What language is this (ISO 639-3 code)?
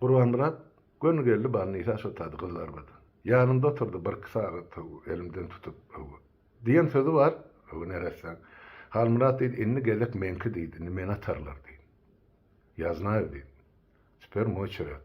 tuk